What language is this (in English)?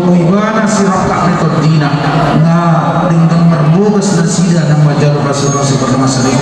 Batak Toba